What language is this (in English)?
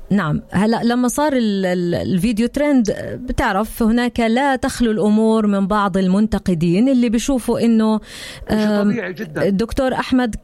North Levantine Arabic